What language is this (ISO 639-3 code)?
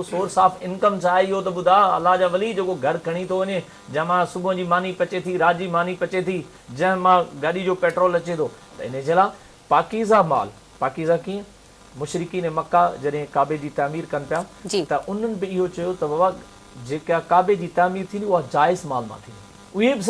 snd